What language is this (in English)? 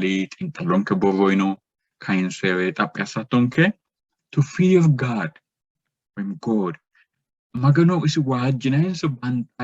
Sidamo